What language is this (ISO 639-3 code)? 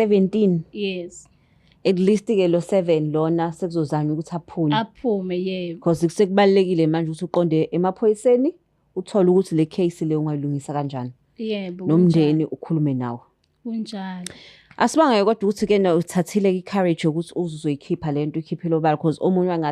zul